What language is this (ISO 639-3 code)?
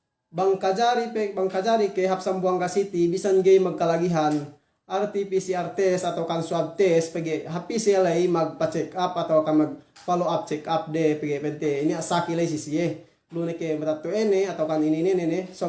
yka